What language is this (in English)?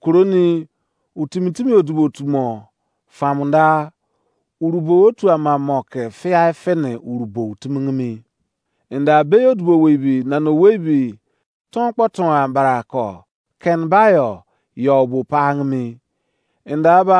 Izon